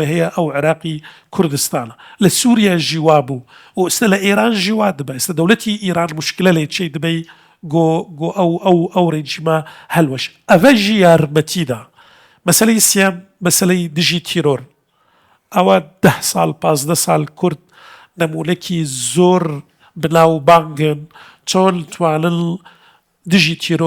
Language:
Central Kurdish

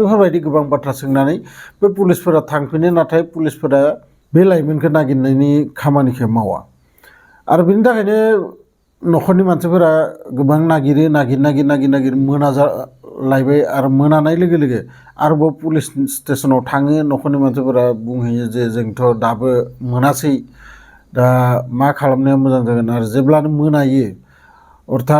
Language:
Bodo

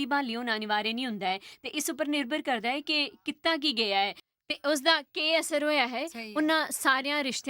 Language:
Dogri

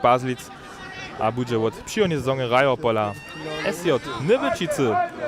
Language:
Upper Sorbian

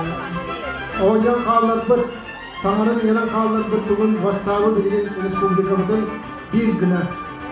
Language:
Yakut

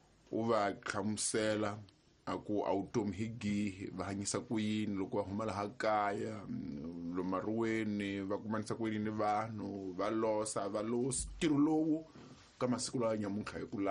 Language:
Tsonga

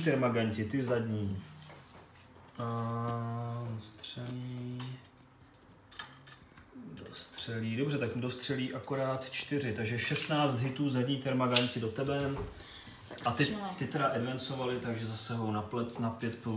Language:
Czech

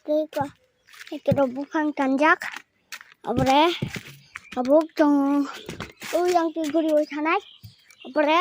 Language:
Kok Borok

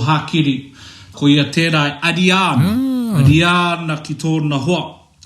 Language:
Māori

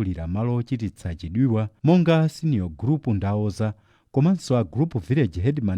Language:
Nyanja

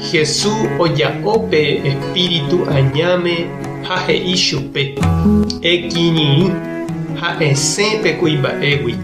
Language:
Guarani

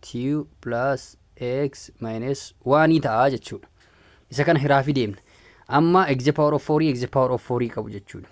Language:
Oromo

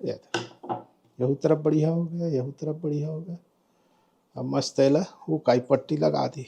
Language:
Chhattisgarhi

